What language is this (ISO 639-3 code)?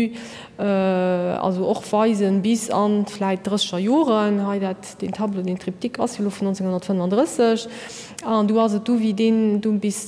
ltz